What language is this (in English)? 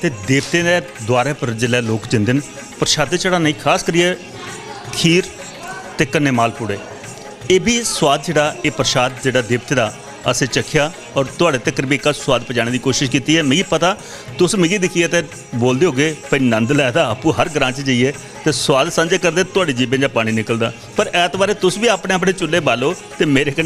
Dogri